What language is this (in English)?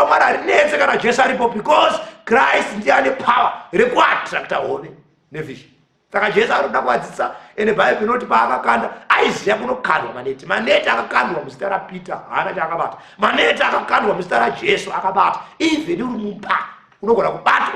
Shona